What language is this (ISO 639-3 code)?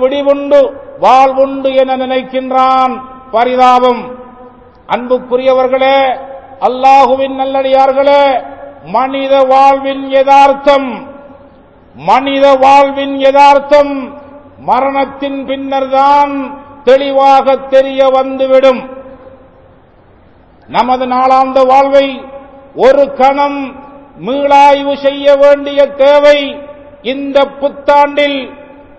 tam